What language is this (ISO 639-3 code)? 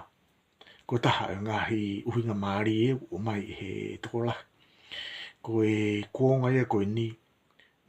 ton